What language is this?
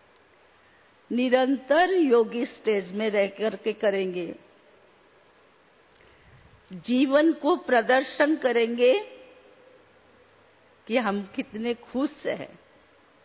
Hindi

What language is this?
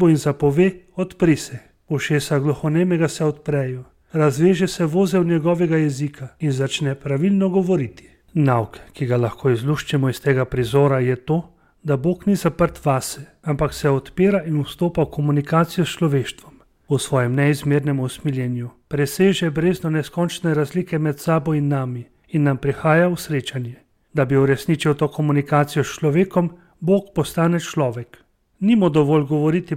Slovenian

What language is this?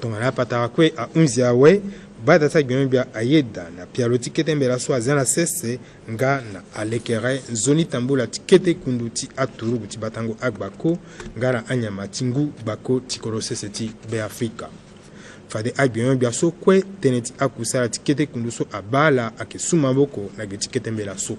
Sango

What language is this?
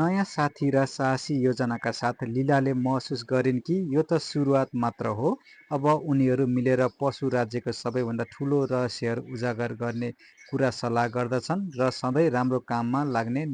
Nepali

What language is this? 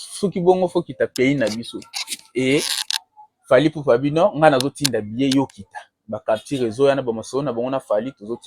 Lingala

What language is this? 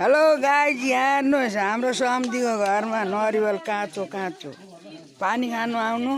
Nepali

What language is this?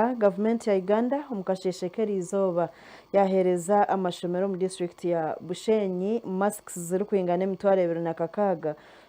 Nyankole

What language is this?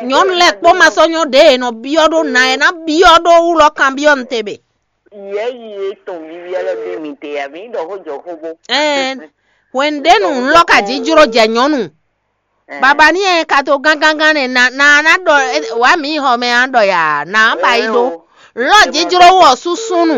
Fon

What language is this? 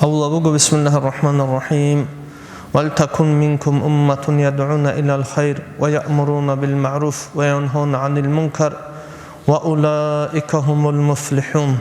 Avaric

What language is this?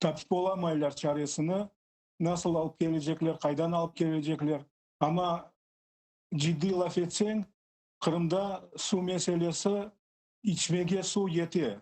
Crimean Tatar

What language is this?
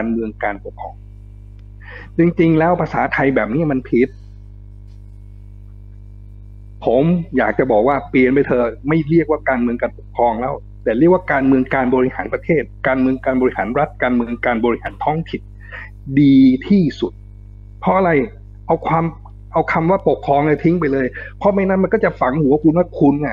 Thai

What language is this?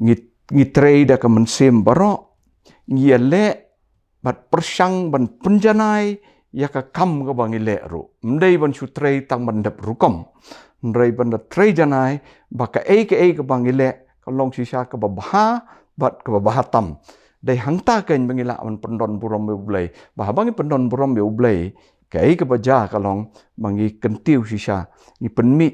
Khasi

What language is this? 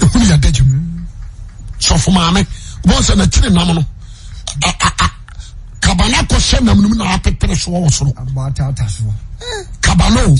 Akan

